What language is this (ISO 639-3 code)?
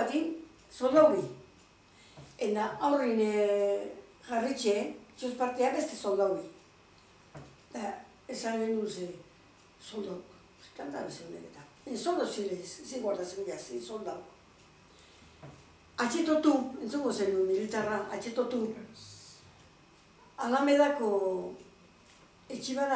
eus